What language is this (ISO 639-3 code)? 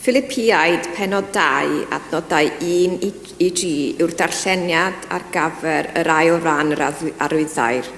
cym